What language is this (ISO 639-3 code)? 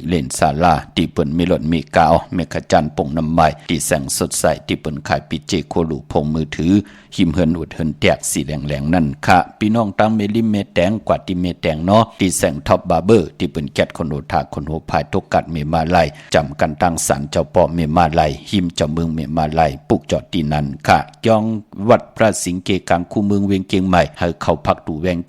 shn